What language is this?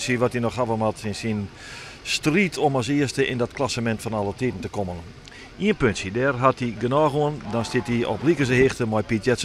Western Frisian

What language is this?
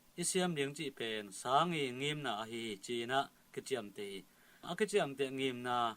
Tedim Chin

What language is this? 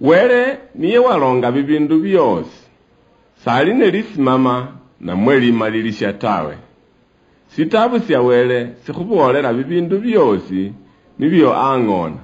Luyia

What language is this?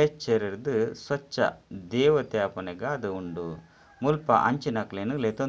Tulu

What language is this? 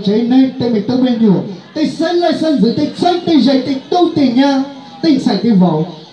Hmong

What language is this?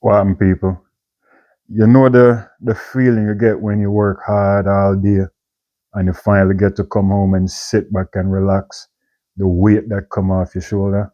Jamaican Creole English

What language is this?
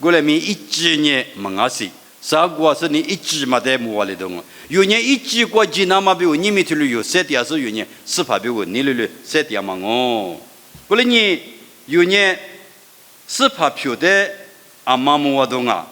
Lisu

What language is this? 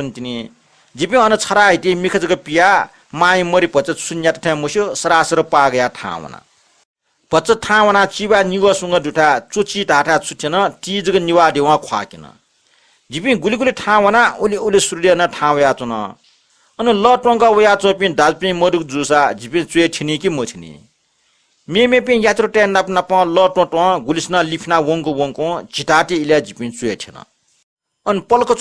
Newari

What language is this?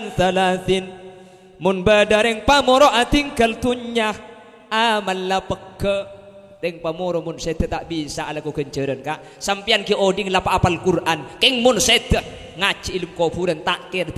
Madurese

